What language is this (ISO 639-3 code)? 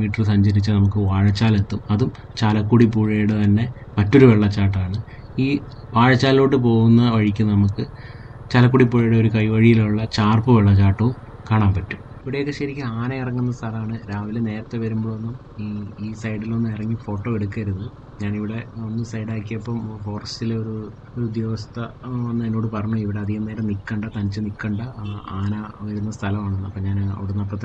mal